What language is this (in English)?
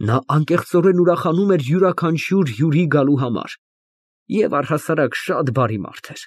Armenian